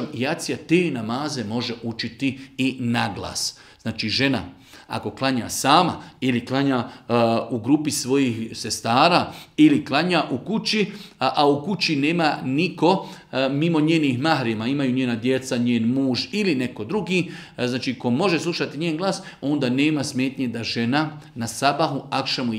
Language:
Bosnian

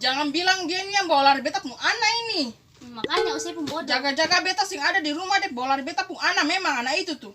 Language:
Ambonese Malay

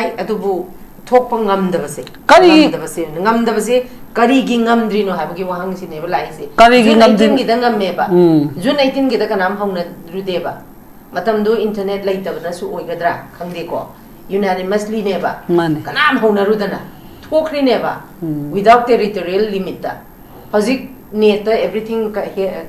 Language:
Manipuri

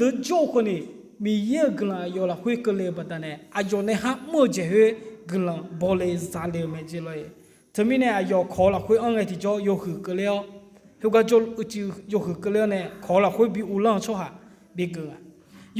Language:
Akha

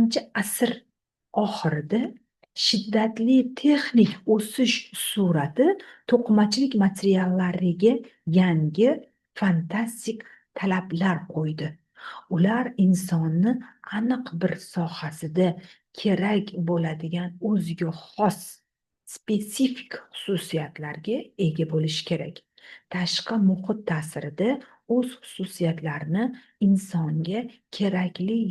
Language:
Uzbek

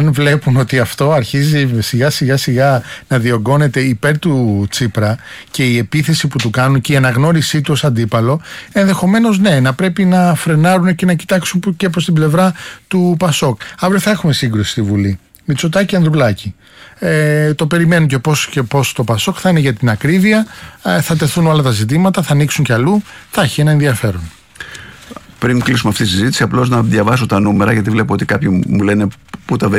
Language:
Greek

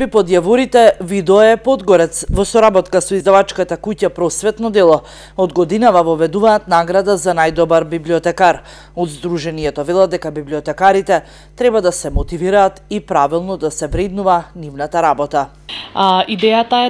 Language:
Macedonian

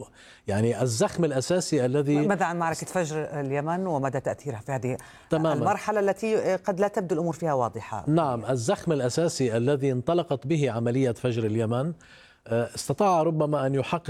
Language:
Arabic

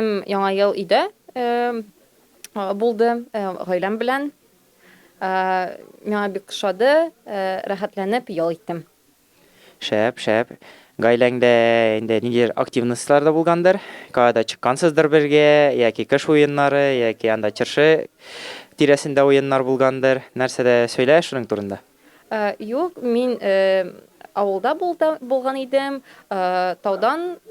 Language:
Tatar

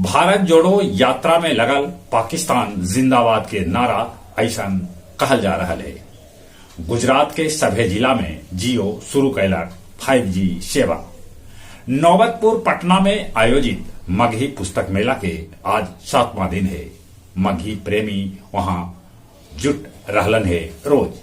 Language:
Magahi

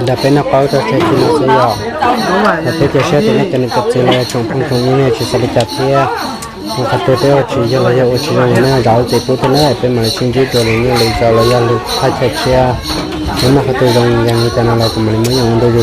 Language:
Hmong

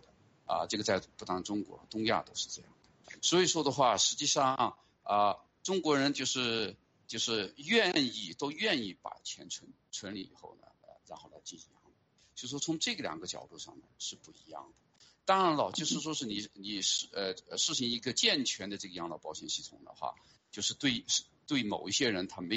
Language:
Chinese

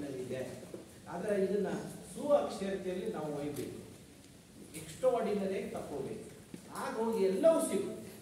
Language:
Kannada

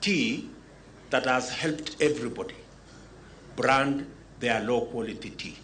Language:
Luo (Kenya and Tanzania)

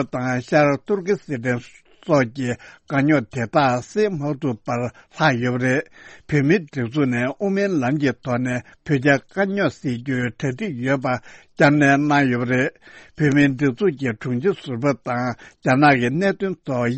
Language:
Tibetan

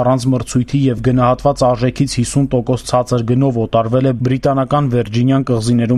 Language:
Armenian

